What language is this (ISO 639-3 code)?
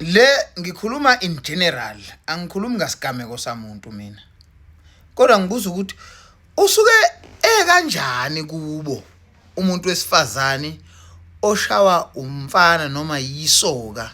zul